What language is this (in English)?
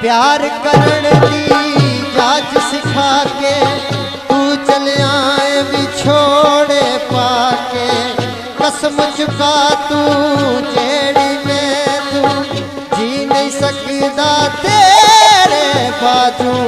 Pahari-Potwari